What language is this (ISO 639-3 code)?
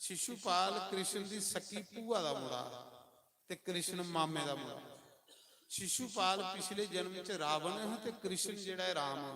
doi